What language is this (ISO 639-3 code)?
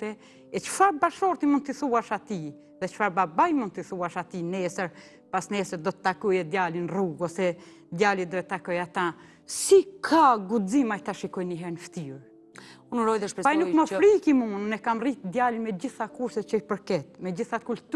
sqi